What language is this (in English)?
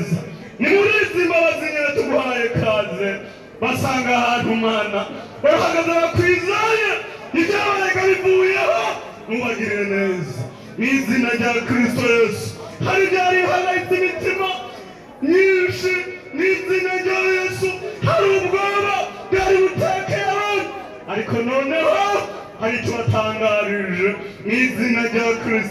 Rundi